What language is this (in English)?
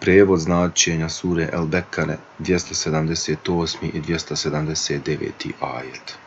Bosnian